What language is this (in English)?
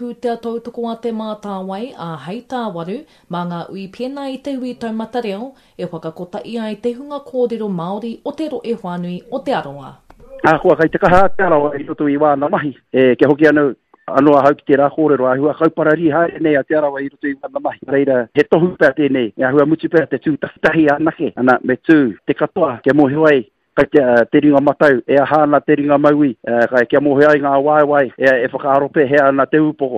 Māori